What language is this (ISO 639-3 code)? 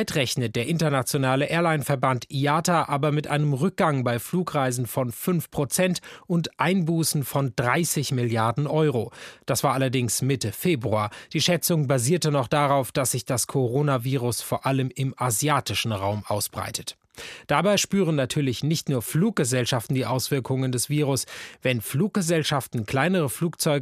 deu